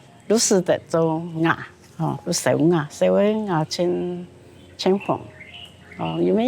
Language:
Hakka Chinese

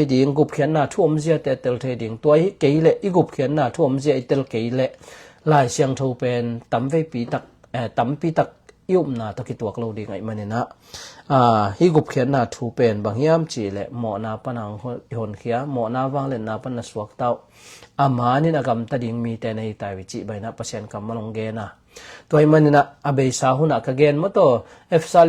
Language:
Tedim Chin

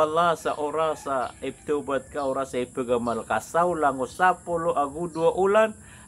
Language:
Maranao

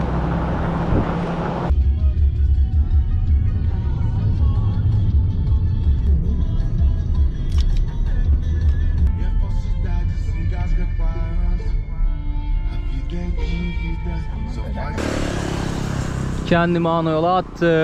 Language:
Turkish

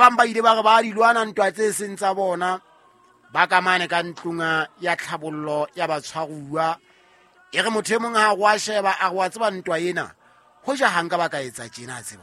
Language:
Southern Sotho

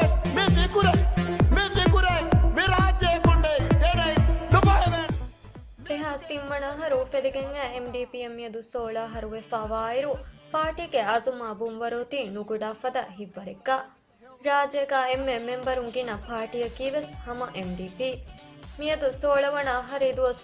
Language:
Divehi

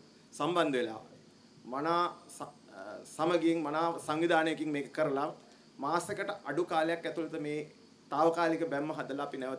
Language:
Sinhala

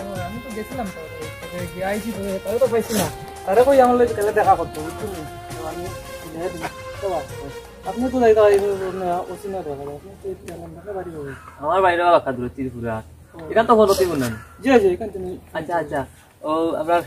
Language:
Sylheti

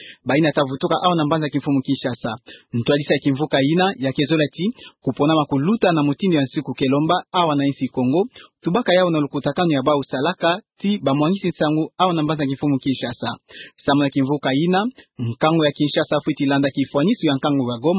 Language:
Kituba (Democratic Republic of Congo)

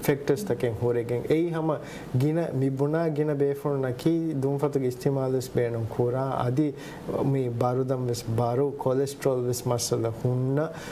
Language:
Divehi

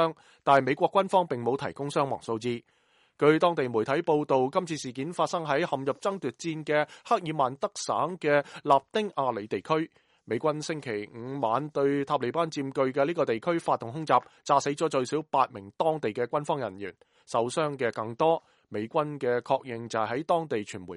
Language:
Cantonese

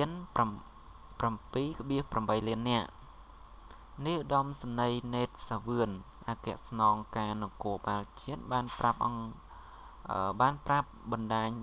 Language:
Khmer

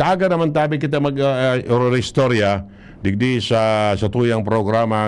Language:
Bikol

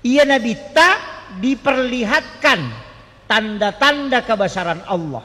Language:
Buginese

